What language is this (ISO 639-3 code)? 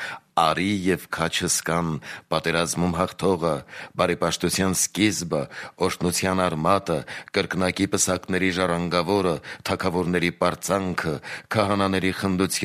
hye